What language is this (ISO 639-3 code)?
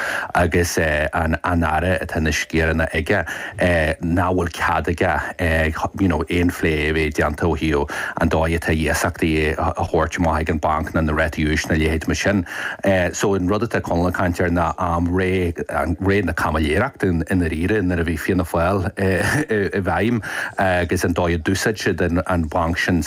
gle